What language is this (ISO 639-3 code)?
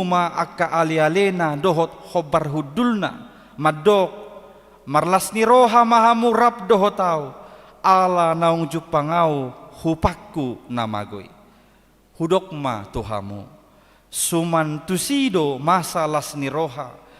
bbc